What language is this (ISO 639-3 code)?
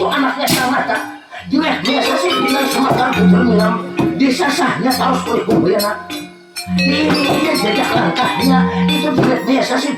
bjn